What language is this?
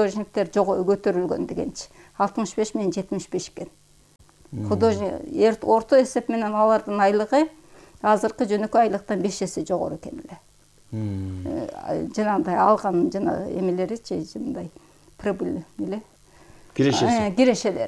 Kyrgyz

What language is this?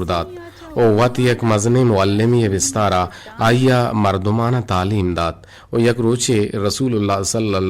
Eastern Balochi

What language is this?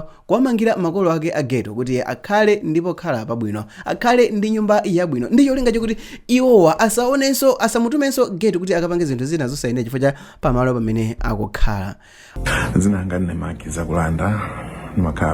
Nyanja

